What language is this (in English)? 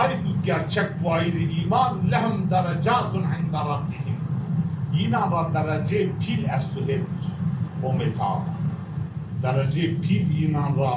Zaza